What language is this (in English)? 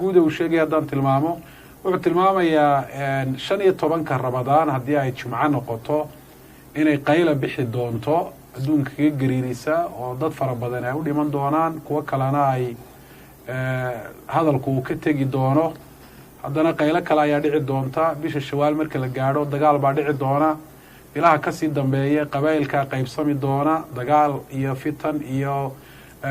Somali